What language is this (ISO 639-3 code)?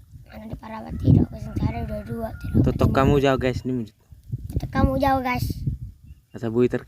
bbc